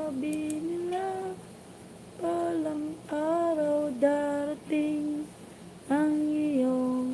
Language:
Cebuano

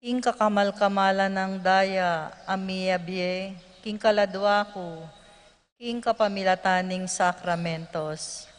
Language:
Pampanga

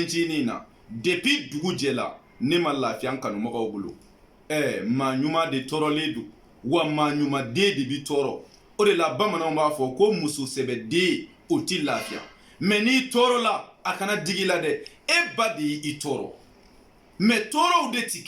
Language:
Bambara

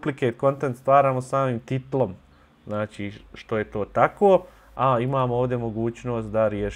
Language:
Bosnian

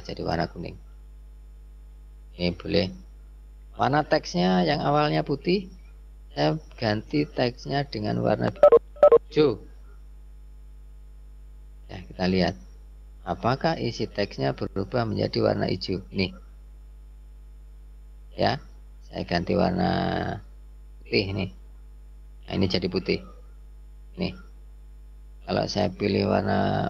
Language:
Indonesian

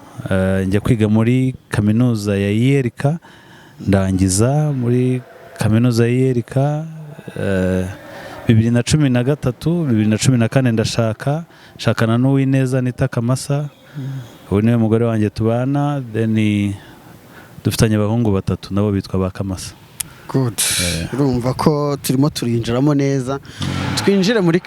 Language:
Kinyarwanda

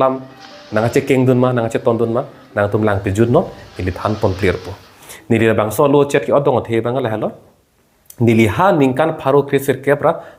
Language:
Karbi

